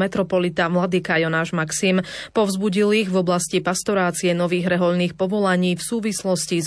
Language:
Slovak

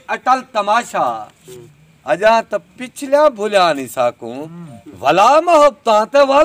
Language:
Saraiki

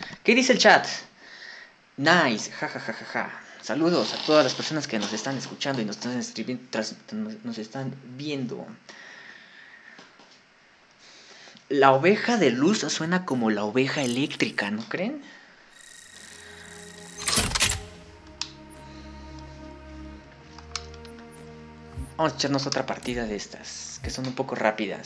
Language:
Spanish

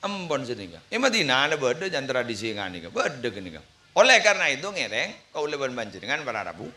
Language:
Madurese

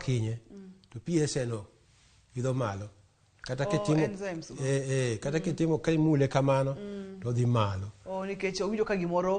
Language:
Luo (Kenya and Tanzania)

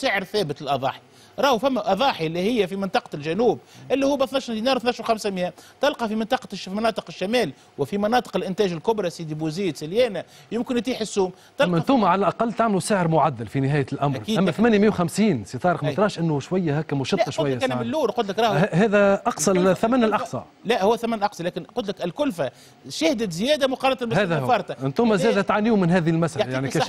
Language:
Tunisian Arabic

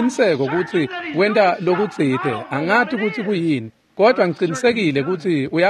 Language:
Swati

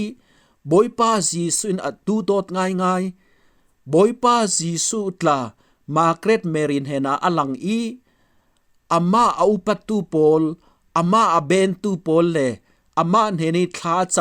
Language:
Falam Chin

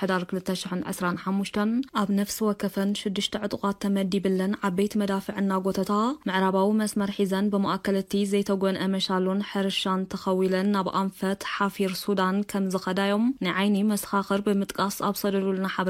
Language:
Tigrinya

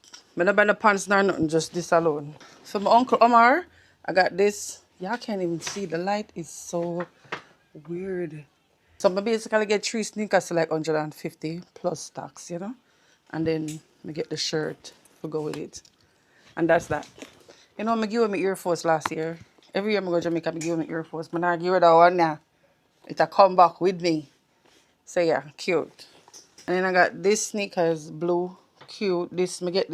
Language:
Jamaican Creole English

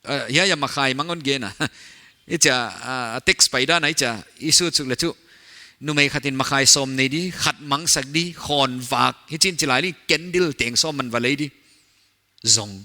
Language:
Paite Chin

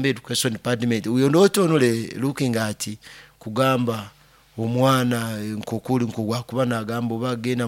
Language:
Nyoro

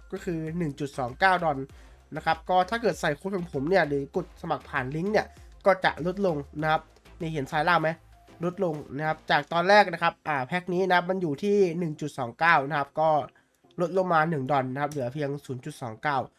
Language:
Thai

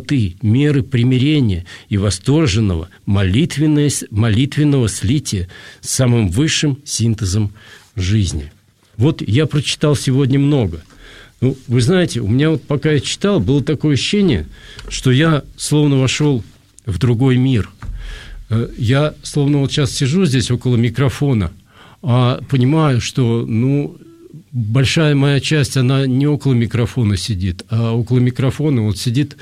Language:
Russian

